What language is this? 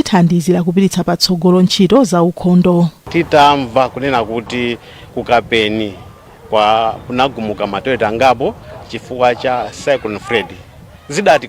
Nyanja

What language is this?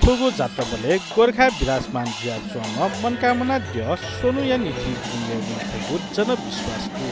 Newari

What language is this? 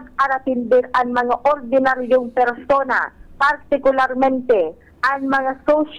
Bikol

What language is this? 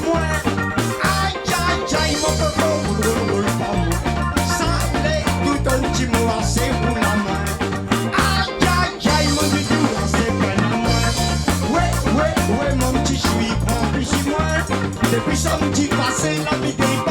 Réunion Creole French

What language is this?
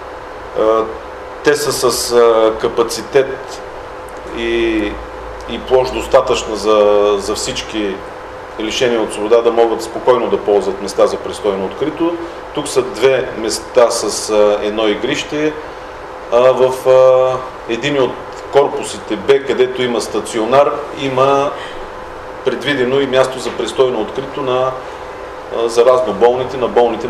Bulgarian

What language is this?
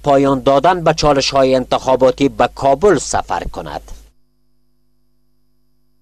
Persian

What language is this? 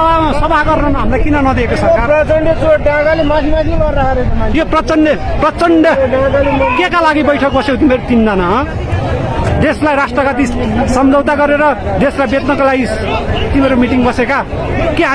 Nepali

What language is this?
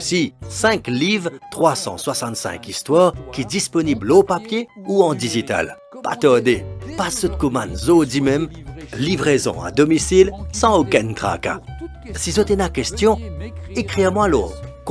Morisyen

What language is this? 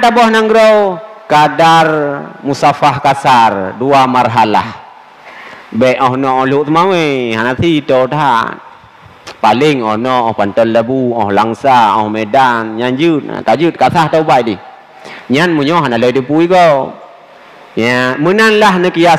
Achinese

